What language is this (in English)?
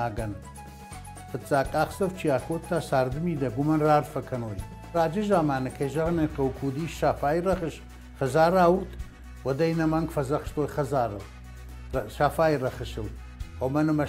Ossetic